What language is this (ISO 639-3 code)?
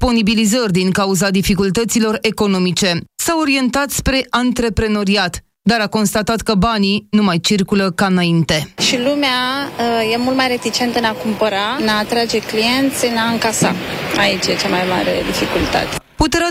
ron